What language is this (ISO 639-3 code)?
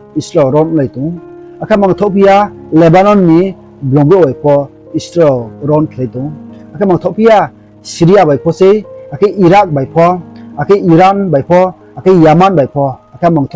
ria